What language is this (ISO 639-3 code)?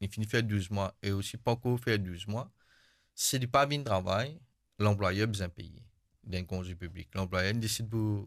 mfe